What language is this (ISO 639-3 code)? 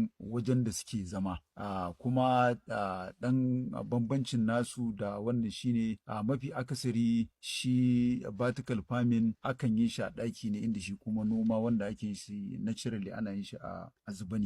hau